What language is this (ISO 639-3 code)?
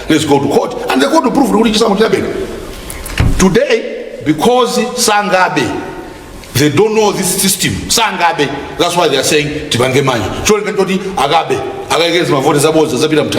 nya